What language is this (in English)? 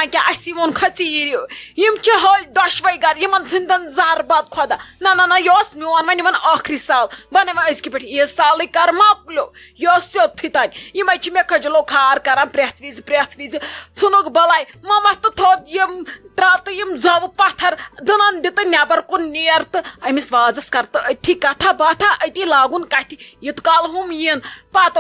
Kashmiri